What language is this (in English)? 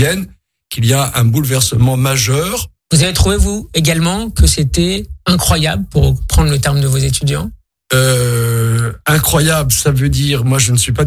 French